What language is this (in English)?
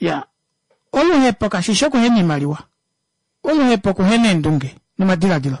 Kuanyama